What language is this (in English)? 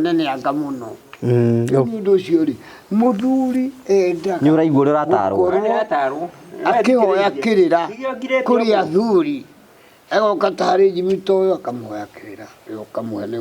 Kikuyu